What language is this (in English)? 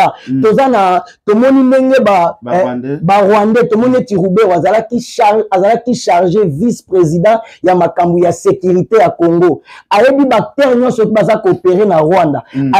Lingala